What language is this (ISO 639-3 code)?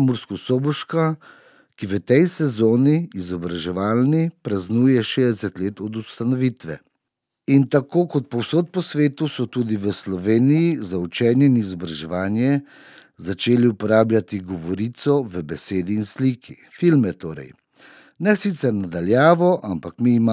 slv